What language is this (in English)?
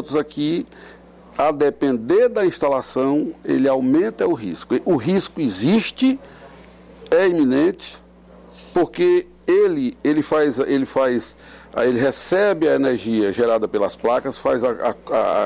Portuguese